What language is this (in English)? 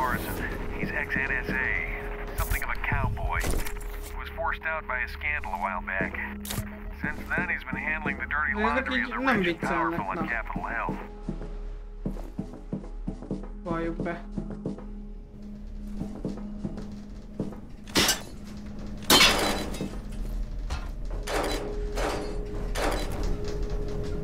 Hungarian